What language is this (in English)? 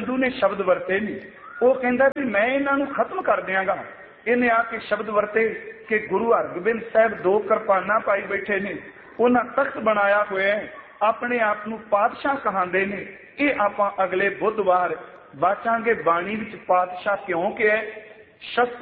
Punjabi